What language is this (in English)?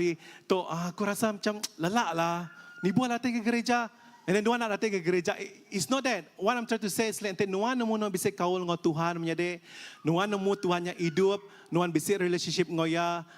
Iban